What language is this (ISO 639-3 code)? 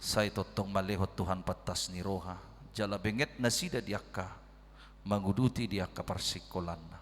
bbc